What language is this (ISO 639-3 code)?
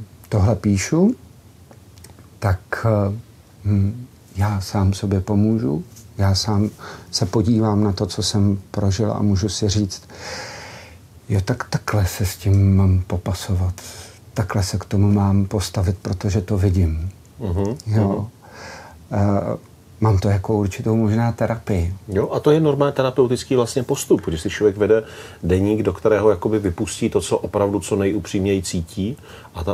ces